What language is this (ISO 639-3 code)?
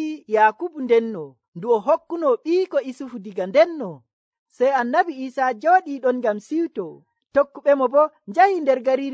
fuv